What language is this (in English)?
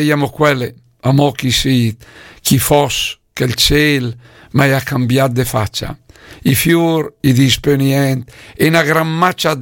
Lombard